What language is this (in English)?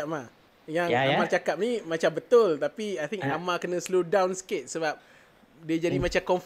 Malay